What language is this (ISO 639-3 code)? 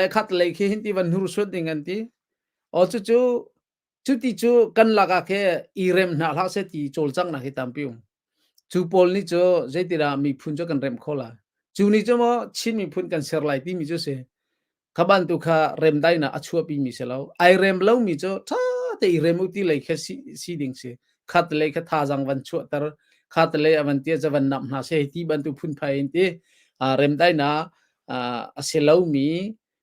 cnh